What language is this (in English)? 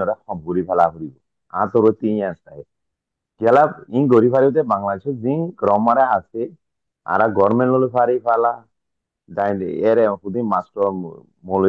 Rohingya